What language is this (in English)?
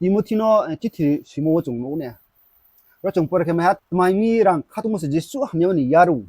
Riang (India)